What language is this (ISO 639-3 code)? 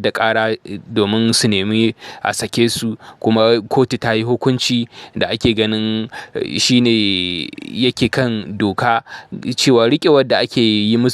hau